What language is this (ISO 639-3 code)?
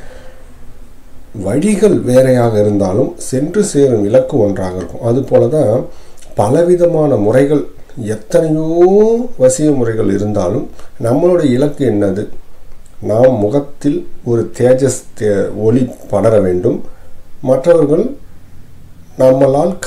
tam